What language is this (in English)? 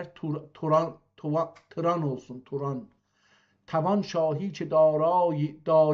South Azerbaijani